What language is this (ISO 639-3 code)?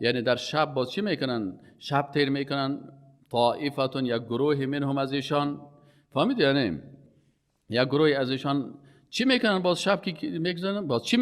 fas